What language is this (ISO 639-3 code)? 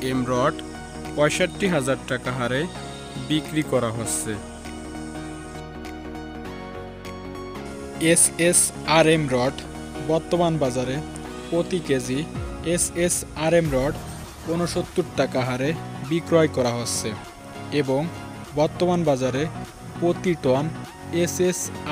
ben